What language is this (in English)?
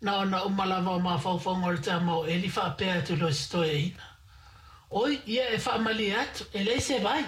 Samoan